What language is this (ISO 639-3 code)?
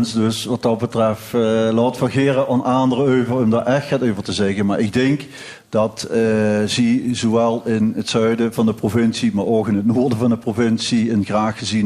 lim